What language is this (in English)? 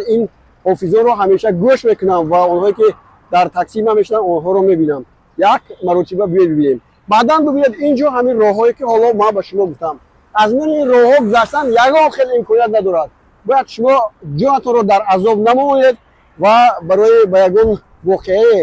Tajik